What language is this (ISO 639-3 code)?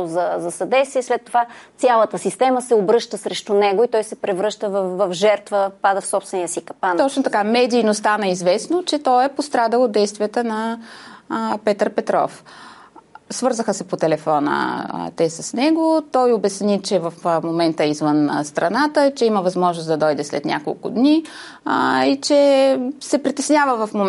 bul